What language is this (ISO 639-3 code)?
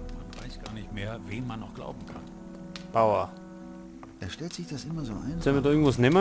bar